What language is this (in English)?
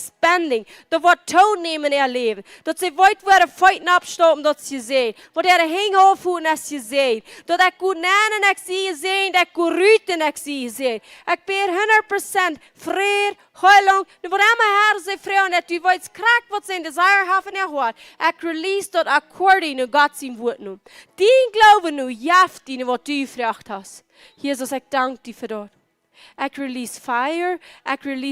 Plautdietsch